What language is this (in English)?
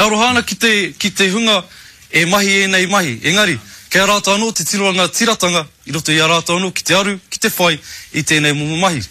Māori